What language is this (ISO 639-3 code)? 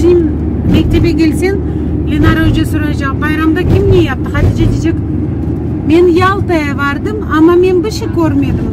crh